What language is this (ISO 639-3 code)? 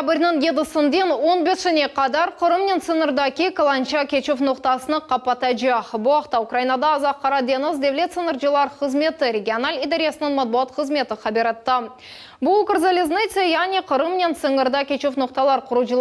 crh